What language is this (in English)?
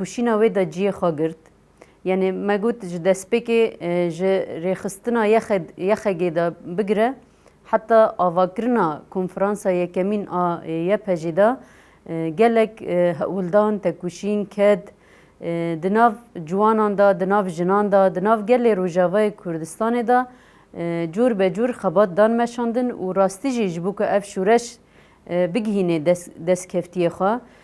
Kurdish